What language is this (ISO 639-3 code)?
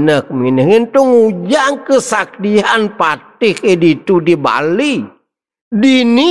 ban